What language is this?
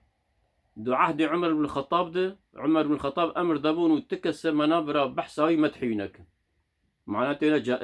Kurdish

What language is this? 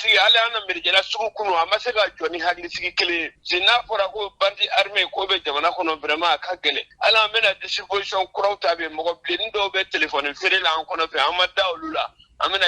Bambara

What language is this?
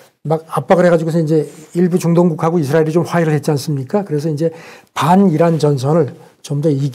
Korean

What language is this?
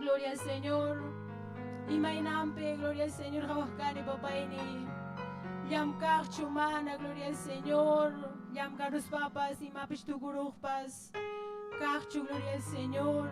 Ayacucho Quechua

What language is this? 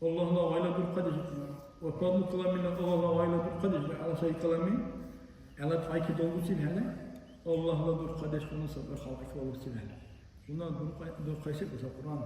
Dargwa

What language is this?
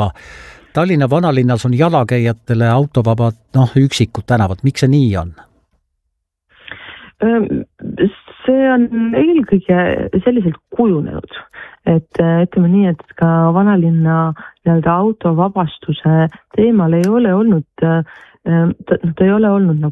Estonian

